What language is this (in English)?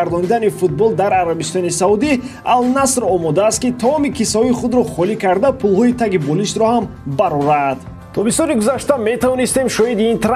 Tajik